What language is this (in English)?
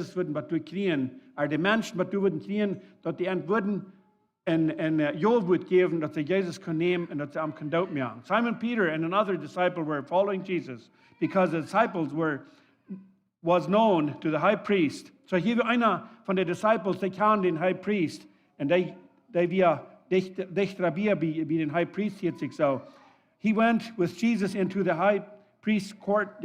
Plautdietsch